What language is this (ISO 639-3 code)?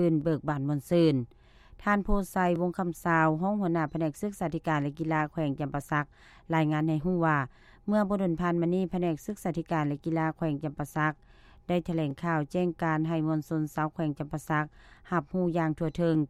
lao